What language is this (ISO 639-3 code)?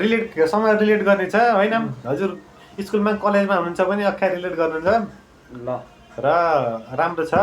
nep